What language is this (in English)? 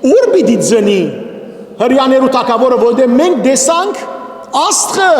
Western Armenian